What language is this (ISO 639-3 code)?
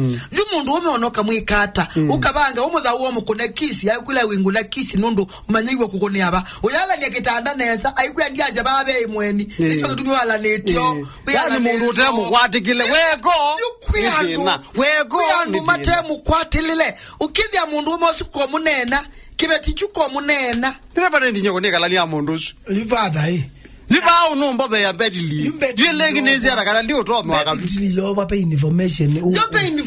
kam